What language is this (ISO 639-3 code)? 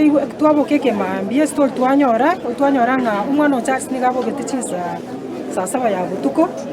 guz